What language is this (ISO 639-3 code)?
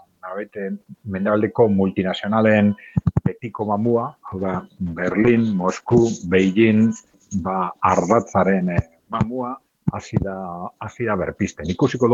eus